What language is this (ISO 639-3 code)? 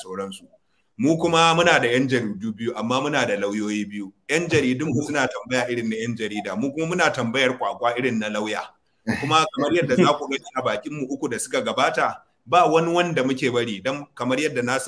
hau